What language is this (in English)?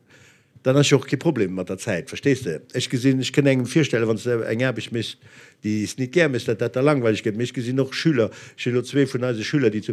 Luxembourgish